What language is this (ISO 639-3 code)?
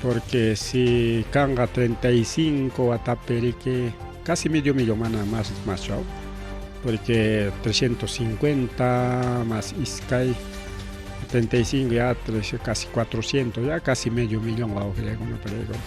quy